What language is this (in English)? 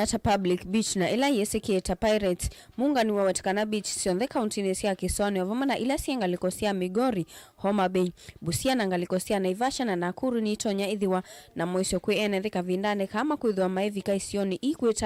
Kamba